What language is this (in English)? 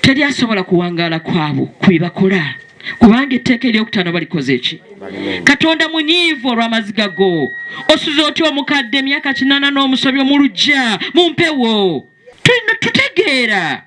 Ganda